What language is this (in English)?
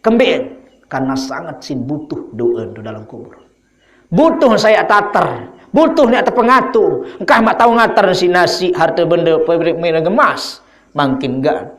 Sasak